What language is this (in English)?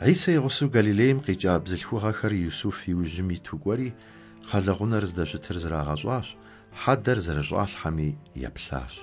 Kabardian